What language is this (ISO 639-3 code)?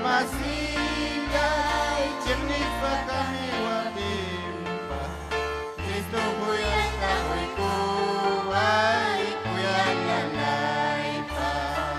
quy